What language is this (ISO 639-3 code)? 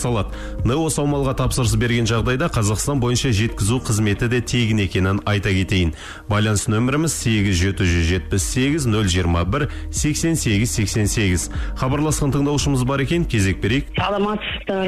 kaz